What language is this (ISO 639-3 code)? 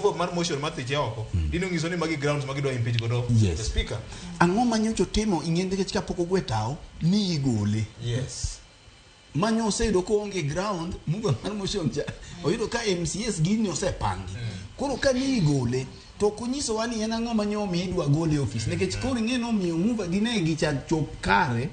luo